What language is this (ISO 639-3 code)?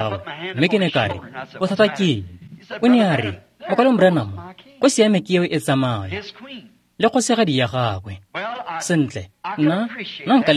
tsn